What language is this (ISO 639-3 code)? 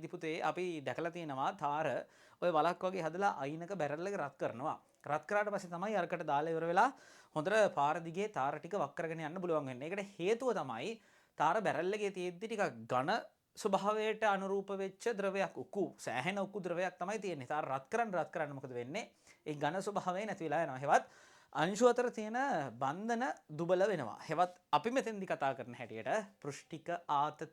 sin